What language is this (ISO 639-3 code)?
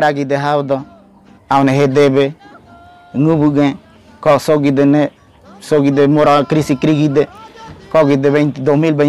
gym